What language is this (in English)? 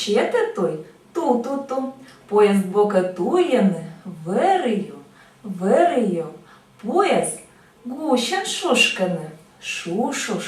Komi-Permyak